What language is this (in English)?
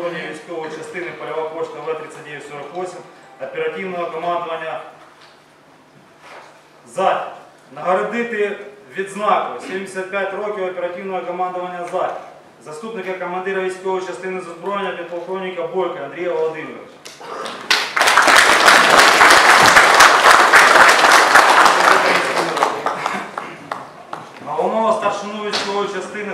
Ukrainian